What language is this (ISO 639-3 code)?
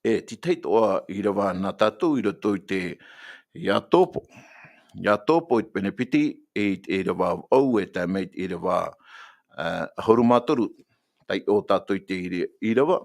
tah